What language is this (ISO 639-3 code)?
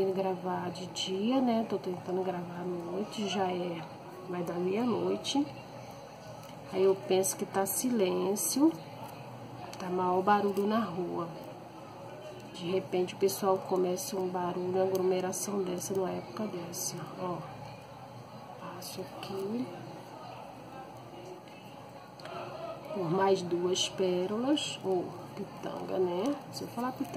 por